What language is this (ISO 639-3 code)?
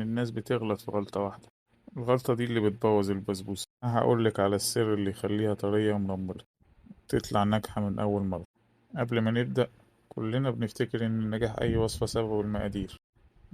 arz